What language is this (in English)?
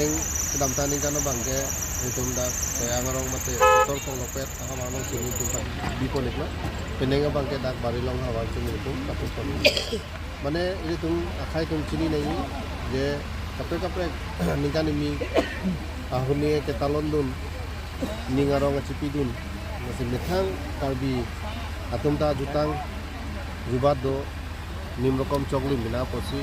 Karbi